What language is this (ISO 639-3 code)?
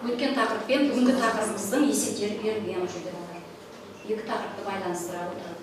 kaz